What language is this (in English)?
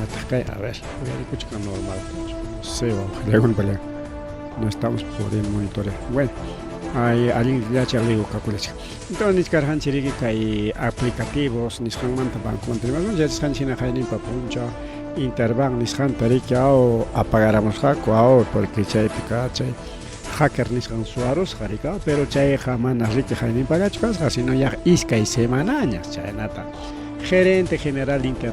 Ayacucho Quechua